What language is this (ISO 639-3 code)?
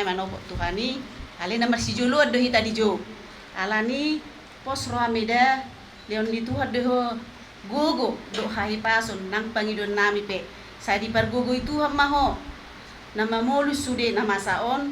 bbc